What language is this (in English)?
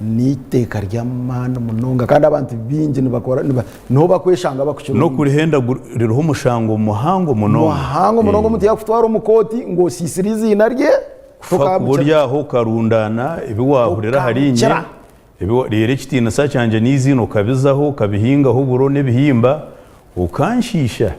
Nyankole